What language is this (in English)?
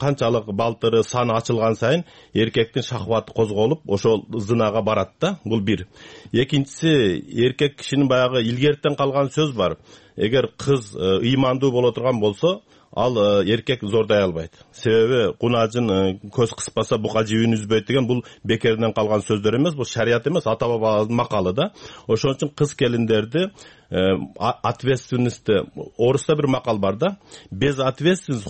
Kyrgyz